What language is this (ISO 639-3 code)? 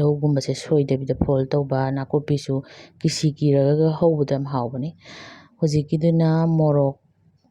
mni